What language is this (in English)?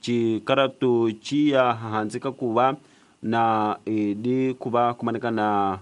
Tsonga